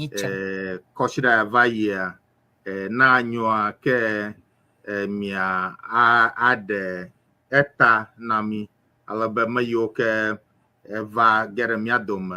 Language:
Ewe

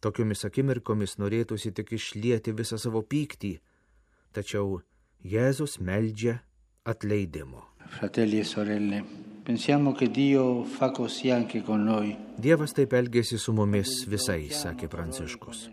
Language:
Lithuanian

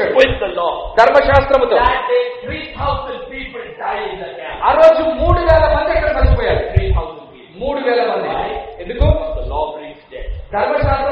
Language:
Telugu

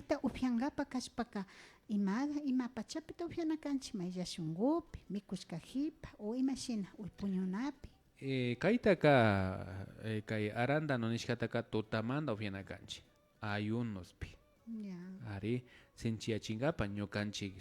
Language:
Imbabura Highland Quichua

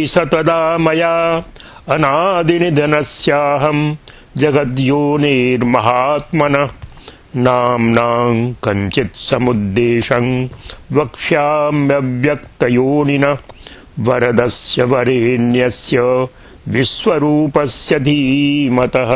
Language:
Sanskrit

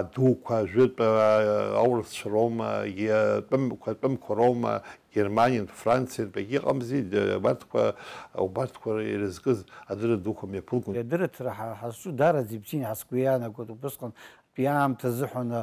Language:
Abkhazian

